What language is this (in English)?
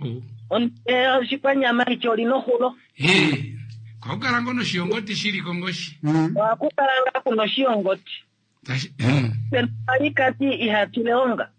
Kuanyama